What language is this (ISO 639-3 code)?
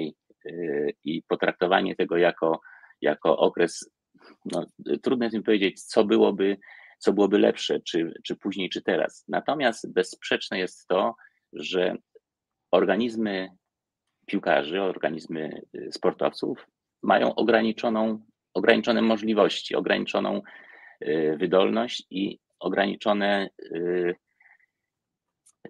pol